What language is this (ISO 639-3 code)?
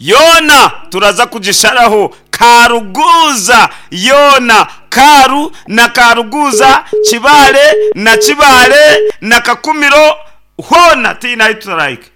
nyn